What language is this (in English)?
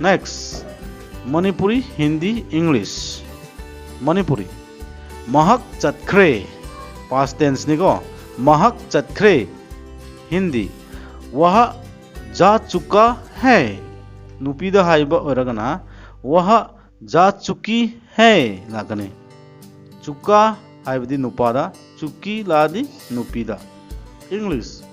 Manipuri